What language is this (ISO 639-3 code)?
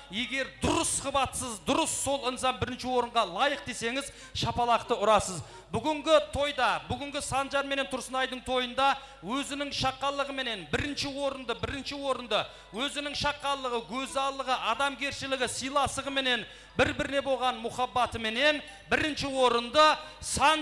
kaa